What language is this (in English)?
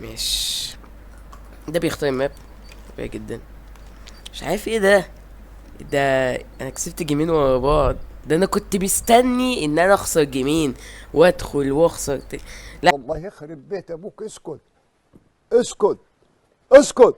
Egyptian Arabic